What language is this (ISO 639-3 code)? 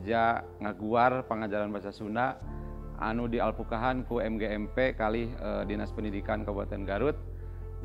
sun